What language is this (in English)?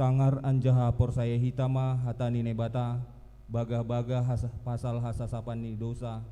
Batak Simalungun